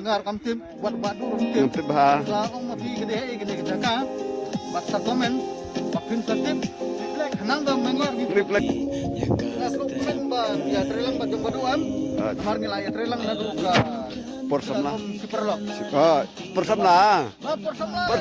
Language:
Khasi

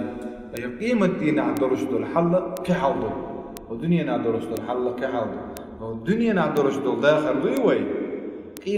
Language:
Chechen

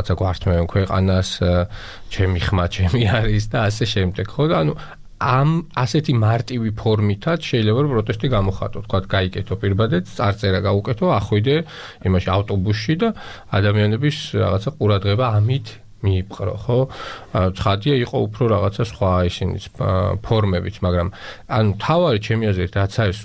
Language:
Georgian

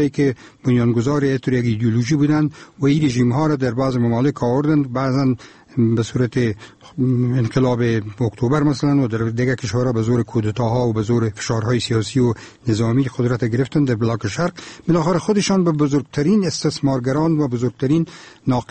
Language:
Persian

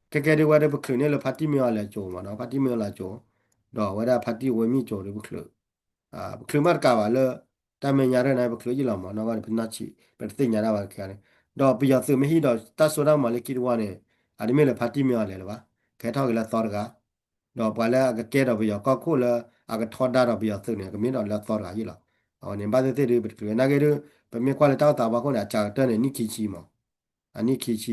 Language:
S'gaw Karen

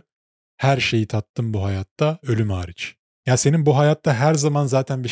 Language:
Turkish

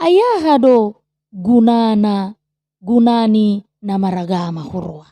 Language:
Batak Toba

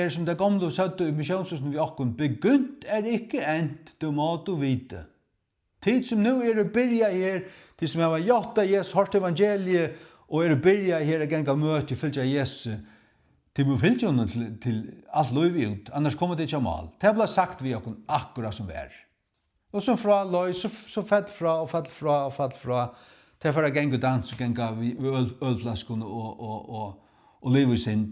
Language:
Faroese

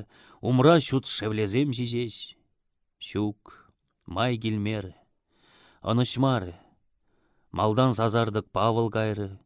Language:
Chuvash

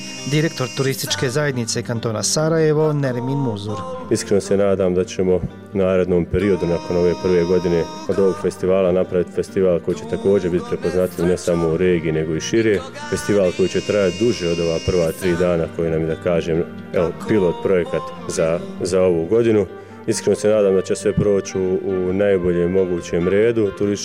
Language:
Bosnian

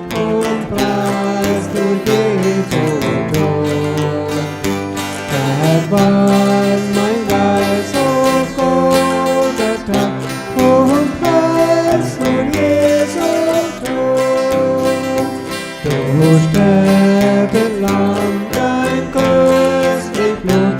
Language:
Plautdietsch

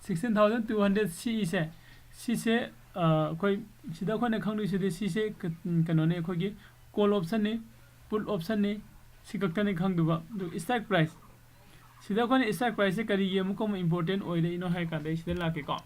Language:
Manipuri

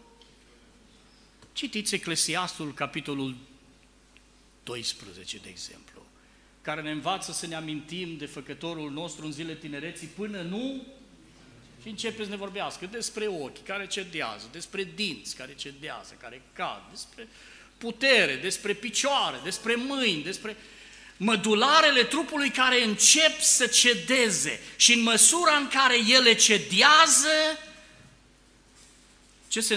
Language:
Romanian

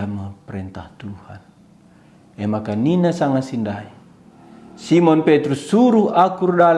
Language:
Batak Karo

